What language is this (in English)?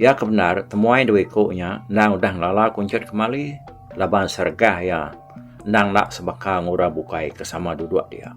Iban